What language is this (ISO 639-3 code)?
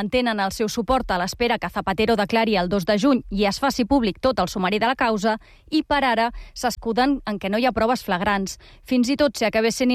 cat